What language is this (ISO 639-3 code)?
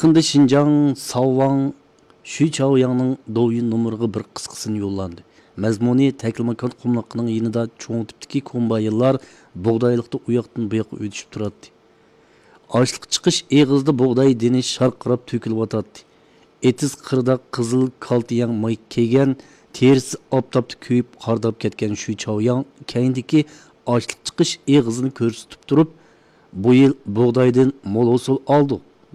uig